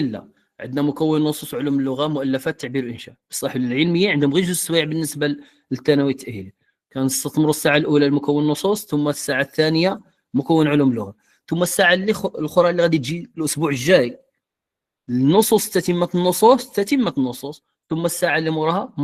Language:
Moroccan Arabic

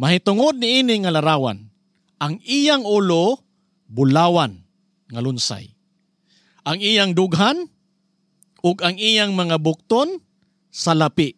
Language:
Cebuano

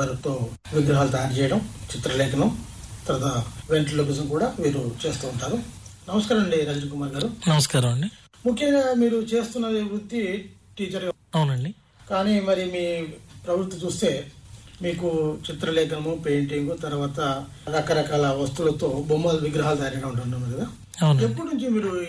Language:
Telugu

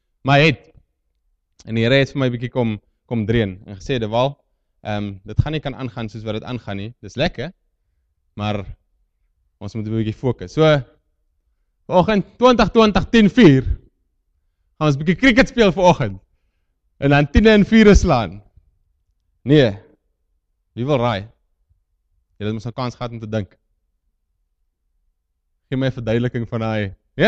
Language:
Afrikaans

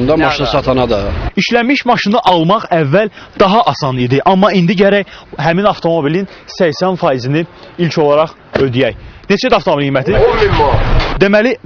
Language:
Azerbaijani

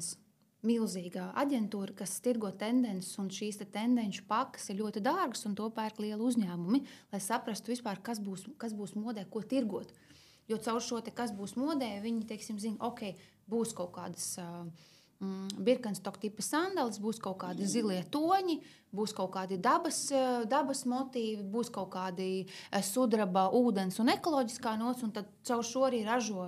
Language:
Latvian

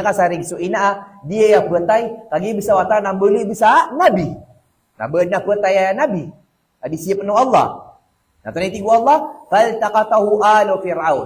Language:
Maranao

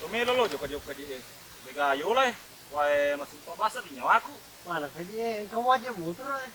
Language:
Buginese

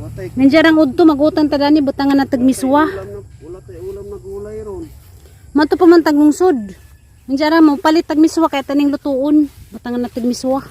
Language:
Cebuano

